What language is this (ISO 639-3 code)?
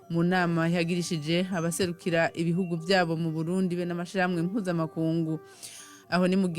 run